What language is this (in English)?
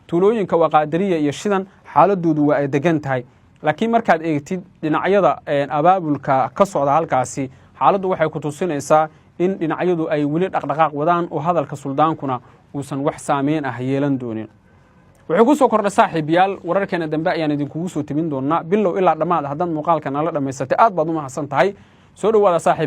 Somali